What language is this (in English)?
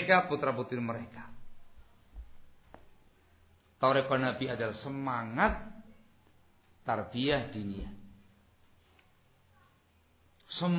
Indonesian